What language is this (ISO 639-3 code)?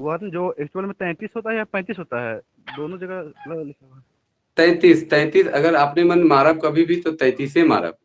sck